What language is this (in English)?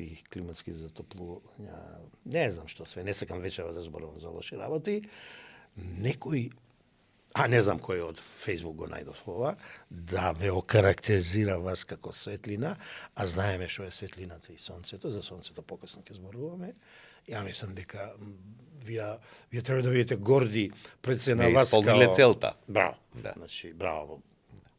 Macedonian